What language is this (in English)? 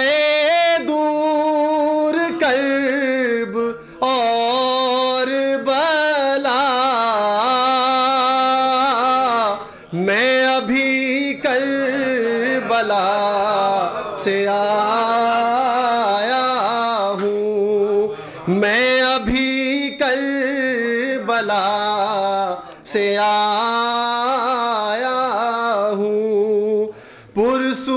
Urdu